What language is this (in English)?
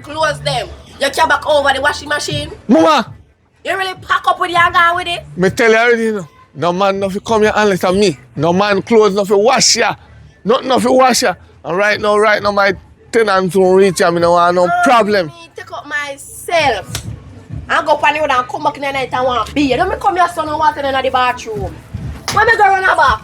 Jamaican Creole English